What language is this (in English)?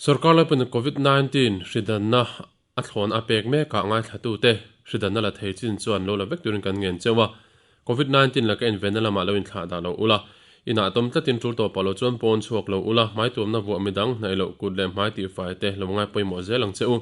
Mizo